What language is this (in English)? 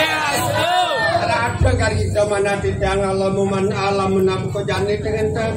Balinese